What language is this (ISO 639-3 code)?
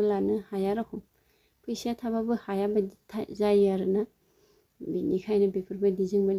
brx